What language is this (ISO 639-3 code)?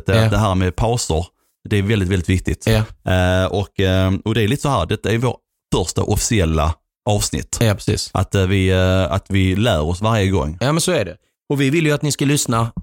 swe